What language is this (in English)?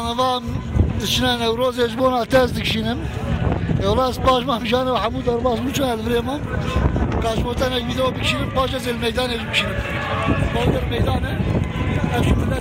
Kurdish